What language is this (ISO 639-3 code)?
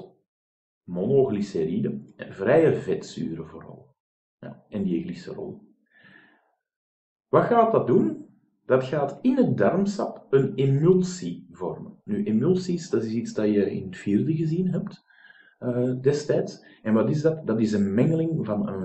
nld